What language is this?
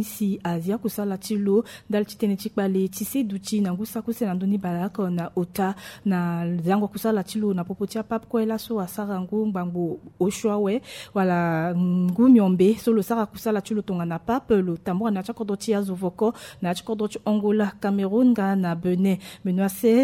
Sango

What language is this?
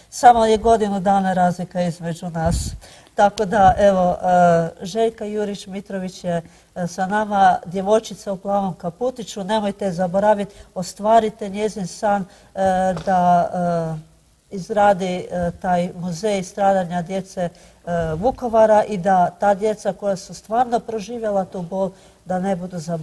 Croatian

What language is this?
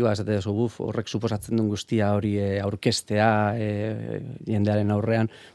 Basque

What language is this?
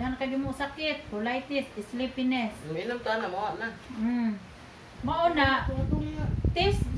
Cebuano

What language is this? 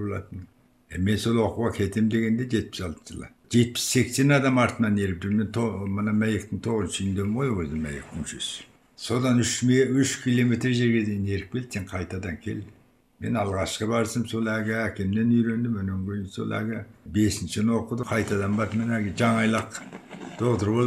Kazakh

